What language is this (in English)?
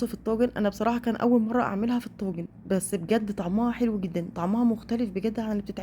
Egyptian Arabic